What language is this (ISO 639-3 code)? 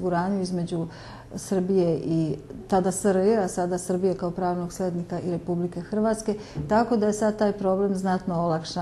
hrv